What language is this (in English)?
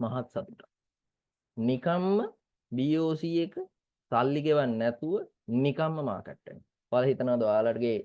Sinhala